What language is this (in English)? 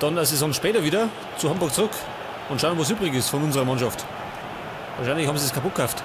Bavarian